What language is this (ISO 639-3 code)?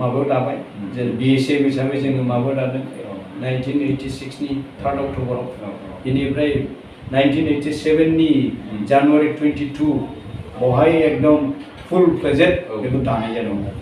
brx